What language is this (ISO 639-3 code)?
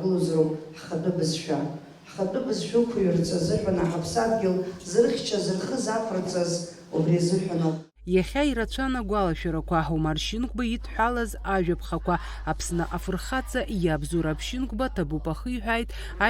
abk